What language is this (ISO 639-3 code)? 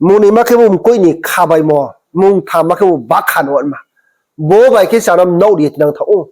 ria